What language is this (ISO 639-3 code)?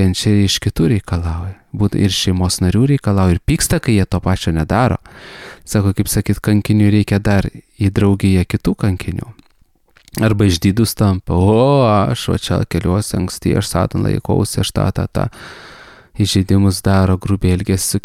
lit